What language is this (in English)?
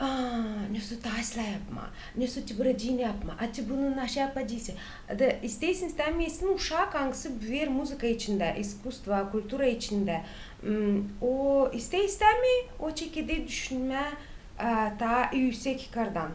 Gagauz